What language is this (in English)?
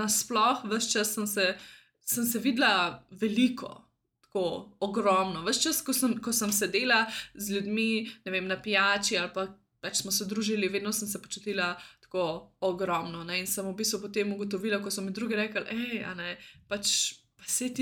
Slovenian